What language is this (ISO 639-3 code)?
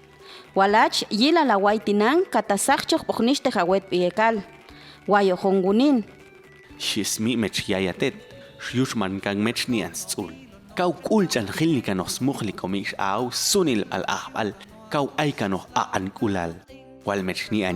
jac